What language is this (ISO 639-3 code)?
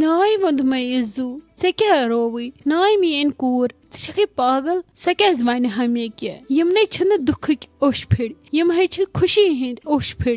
kas